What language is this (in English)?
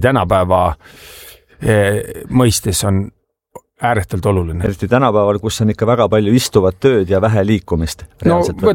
Estonian